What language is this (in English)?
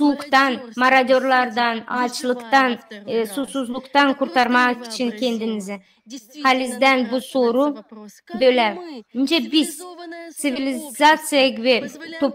Gagauz